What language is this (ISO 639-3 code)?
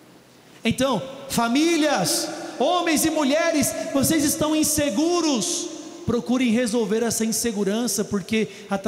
por